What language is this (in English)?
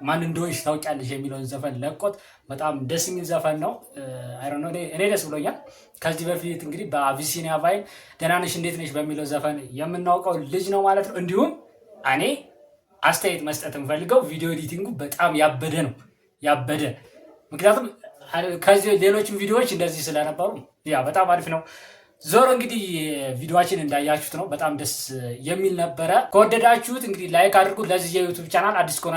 Amharic